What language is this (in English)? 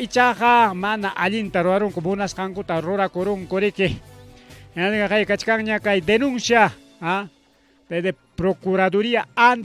Ayacucho Quechua